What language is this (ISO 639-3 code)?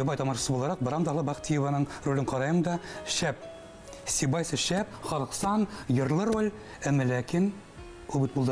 bak